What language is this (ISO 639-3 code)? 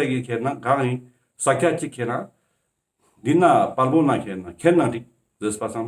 lbj